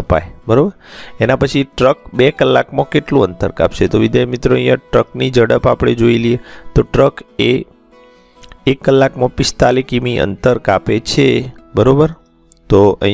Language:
Gujarati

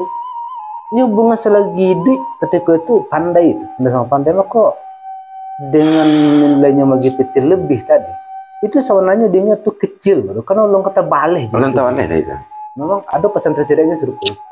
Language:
Minangkabau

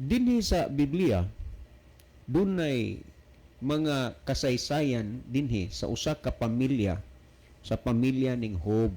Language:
Cebuano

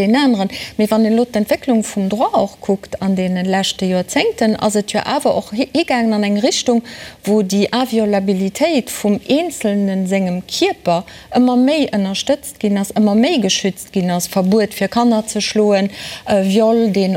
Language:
Luxembourgish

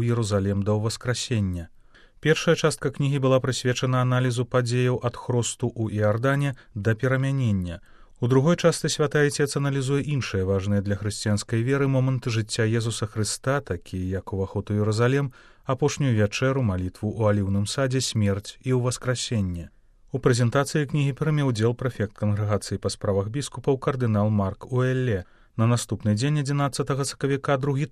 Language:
Belarusian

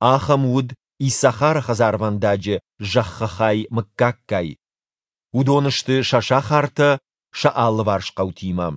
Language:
Ossetic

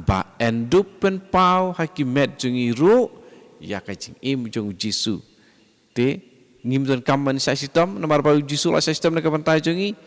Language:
Khasi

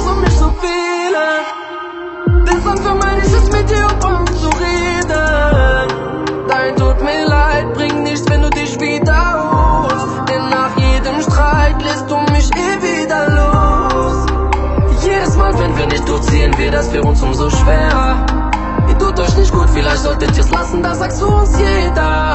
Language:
German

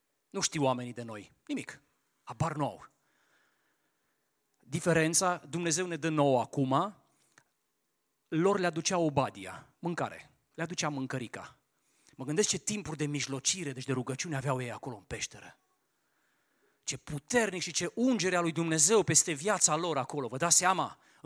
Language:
Romanian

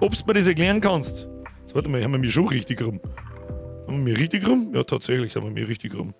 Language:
Bavarian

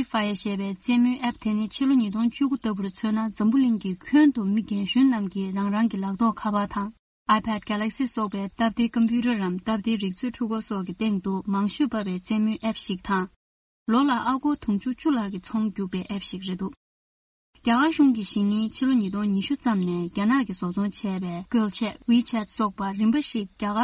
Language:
Tibetan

